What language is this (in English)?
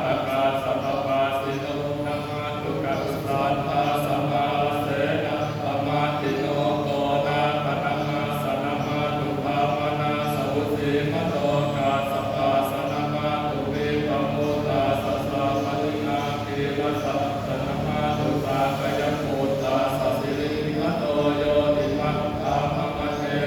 Pali